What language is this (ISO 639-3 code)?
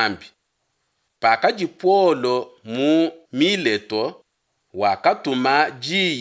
lua